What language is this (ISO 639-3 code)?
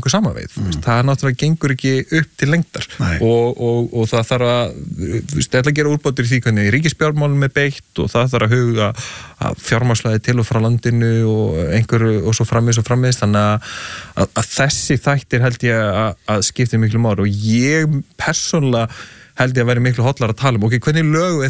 isl